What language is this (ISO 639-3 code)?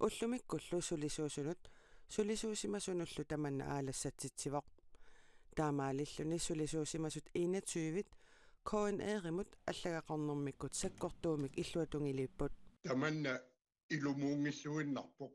kal